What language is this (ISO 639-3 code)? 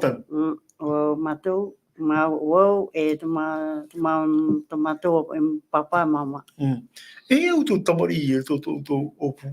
tah